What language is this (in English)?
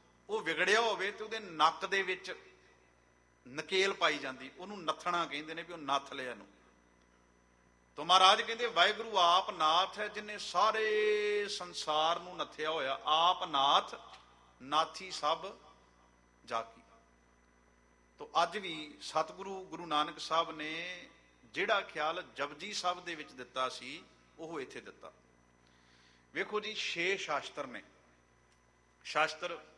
Punjabi